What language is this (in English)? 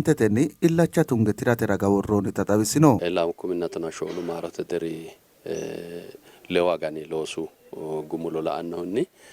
Sidamo